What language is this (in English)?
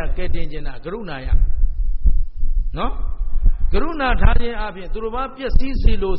Burmese